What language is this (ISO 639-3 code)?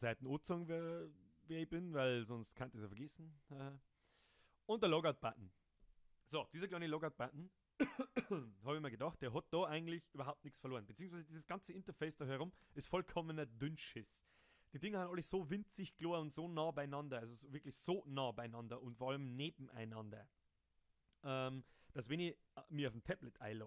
bar